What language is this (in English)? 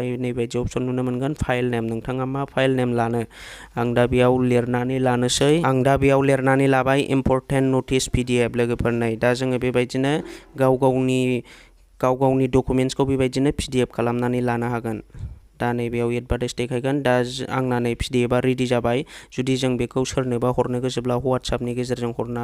Bodo